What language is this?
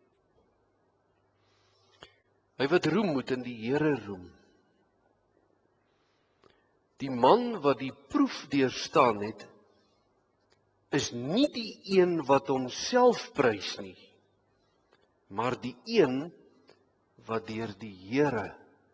Afrikaans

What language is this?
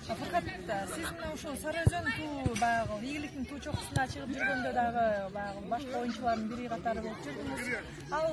Kyrgyz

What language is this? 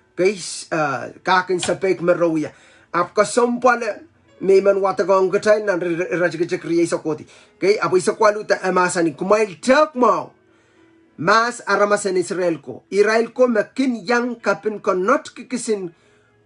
Pohnpeian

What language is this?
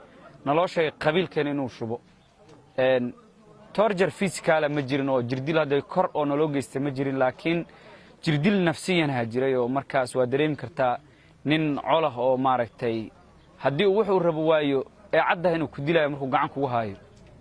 Somali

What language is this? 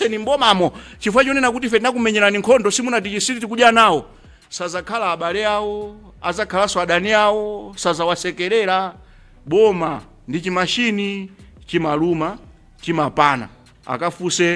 Nyanja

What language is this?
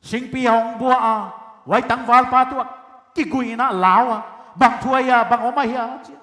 Paite Chin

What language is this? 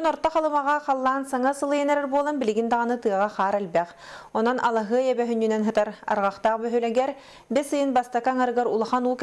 Yakut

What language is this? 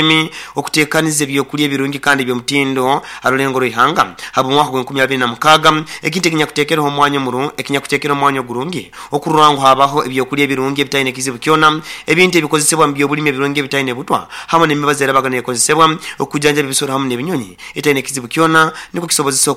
Nyoro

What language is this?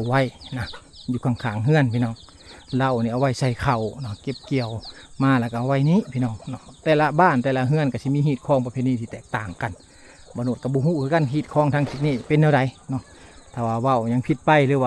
Lao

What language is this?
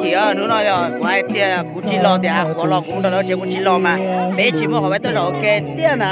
Hmong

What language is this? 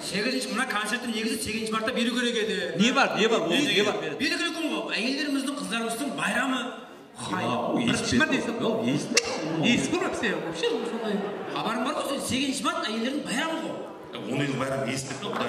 Kara-Kalpak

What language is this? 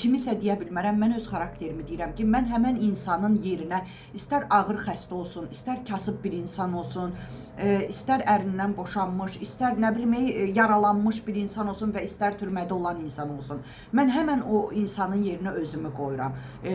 Azerbaijani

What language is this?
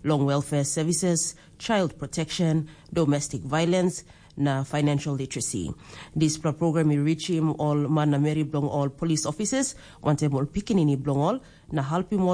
Tok Pisin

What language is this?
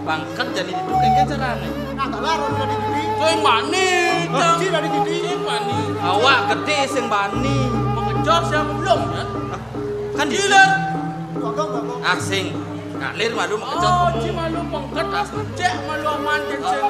Balinese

